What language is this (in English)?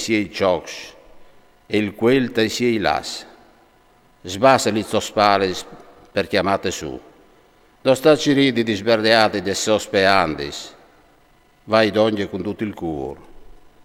Friulian